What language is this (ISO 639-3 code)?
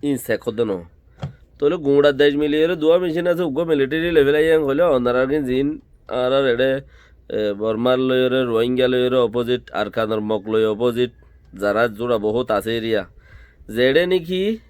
rhg